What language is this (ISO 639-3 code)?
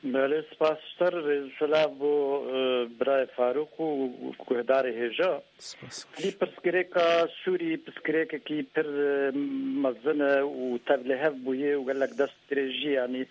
kur